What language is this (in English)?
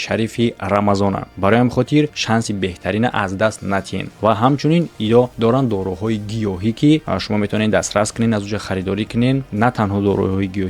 Tajik